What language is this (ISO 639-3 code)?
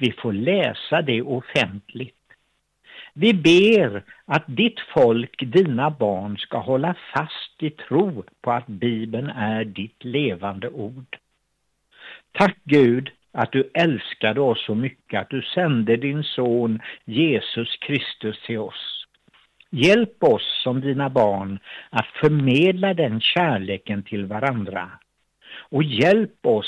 swe